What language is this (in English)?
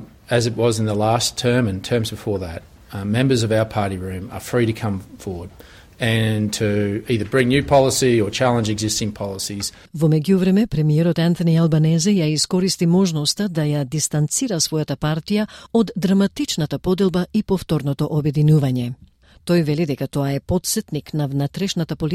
Macedonian